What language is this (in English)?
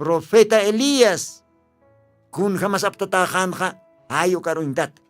Aymara